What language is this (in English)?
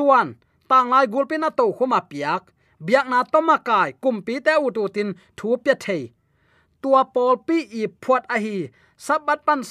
Tedim Chin